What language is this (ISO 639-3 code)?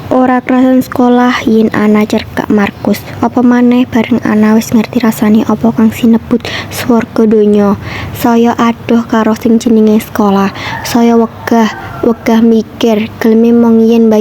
jav